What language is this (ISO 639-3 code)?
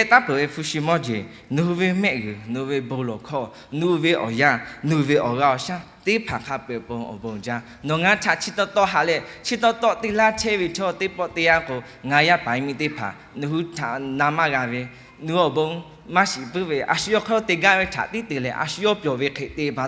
lhu